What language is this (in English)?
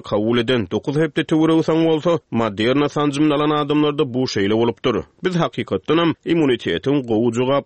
Turkmen